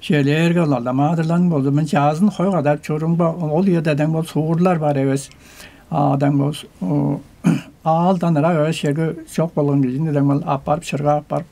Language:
Tuvinian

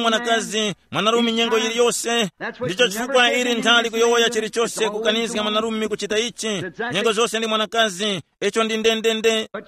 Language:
Tumbuka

